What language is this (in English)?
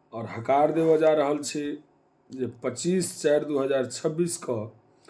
Maithili